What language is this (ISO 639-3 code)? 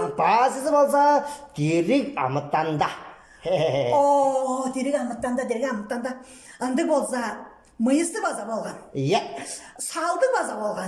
tyv